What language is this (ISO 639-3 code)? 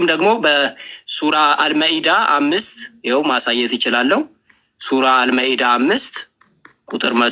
amh